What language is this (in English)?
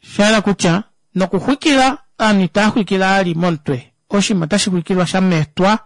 Kuanyama